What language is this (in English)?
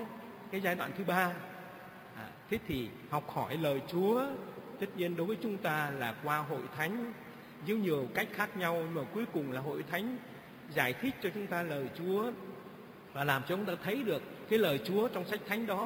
Vietnamese